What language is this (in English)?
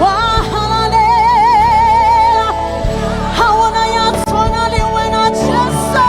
Southern Sotho